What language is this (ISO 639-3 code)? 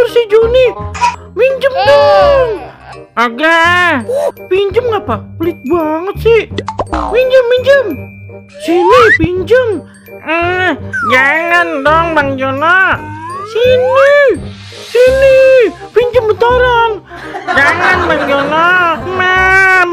bew